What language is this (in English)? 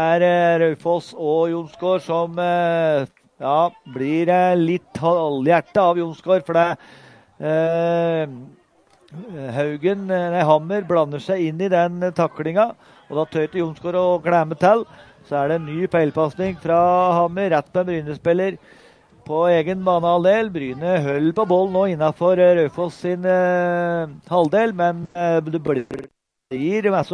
Norwegian